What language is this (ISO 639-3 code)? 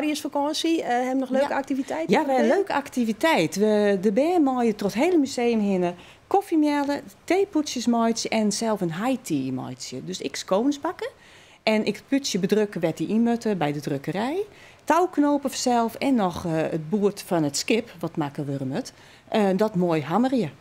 fry